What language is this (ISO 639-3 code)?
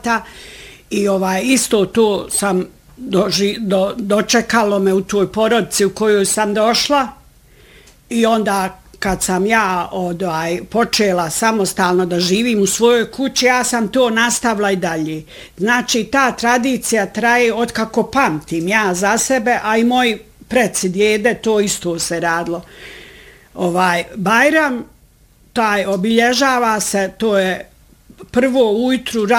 bos